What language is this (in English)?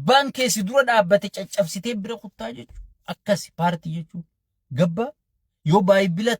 Oromo